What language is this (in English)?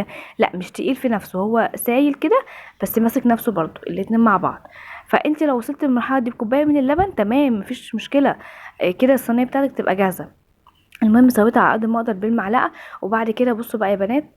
Egyptian Arabic